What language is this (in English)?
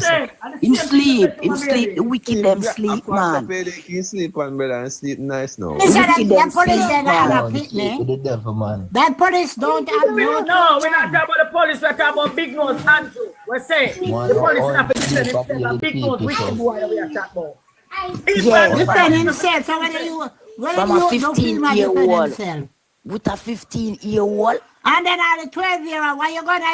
Jamaican Creole English